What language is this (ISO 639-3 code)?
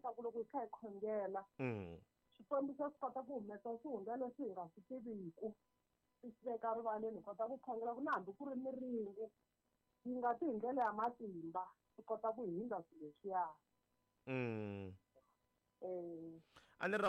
tso